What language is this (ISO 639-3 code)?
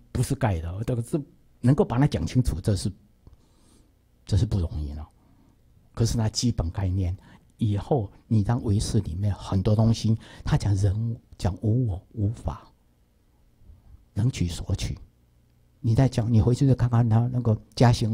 zho